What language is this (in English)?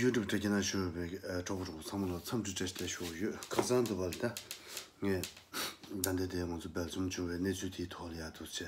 Tibetan